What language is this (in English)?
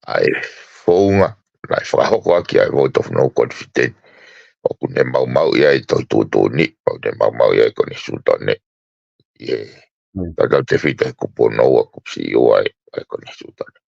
Tongan